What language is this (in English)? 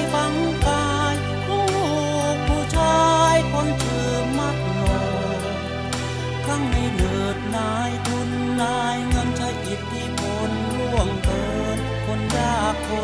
Thai